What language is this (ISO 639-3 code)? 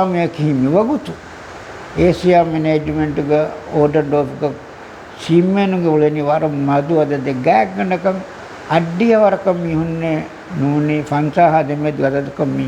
div